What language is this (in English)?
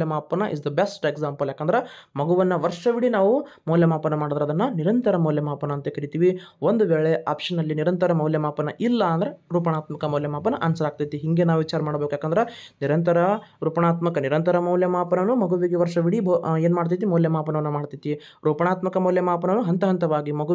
Kannada